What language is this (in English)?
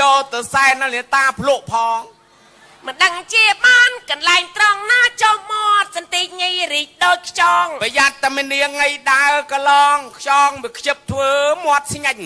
Khmer